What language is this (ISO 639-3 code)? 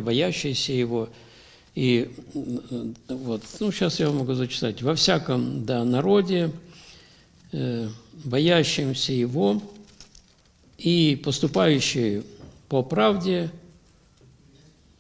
rus